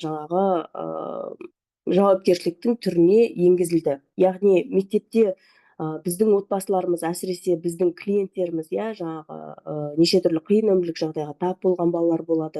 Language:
Kazakh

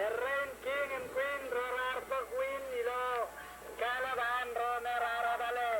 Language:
Marshallese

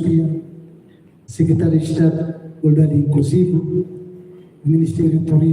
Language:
Tetum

